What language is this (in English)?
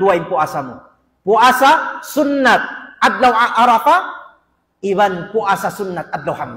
Tausug